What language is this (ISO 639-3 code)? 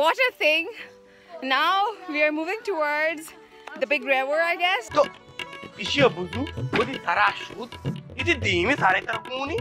bal